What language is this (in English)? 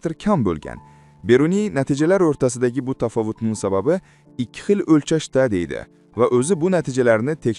Uzbek